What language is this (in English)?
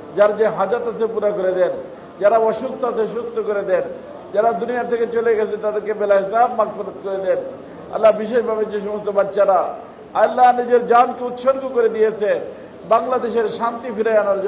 Bangla